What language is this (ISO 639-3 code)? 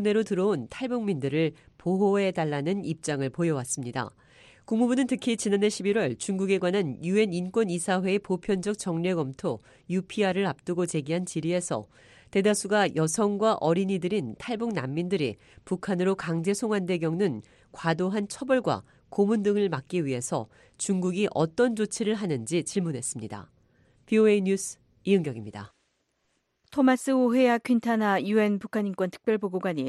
kor